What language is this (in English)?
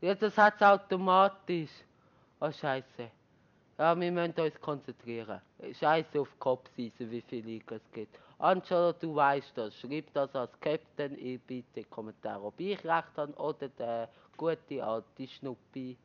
Swiss German